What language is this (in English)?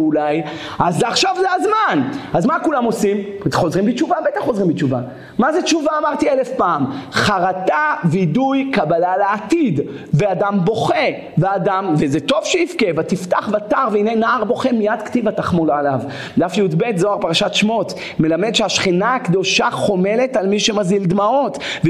Hebrew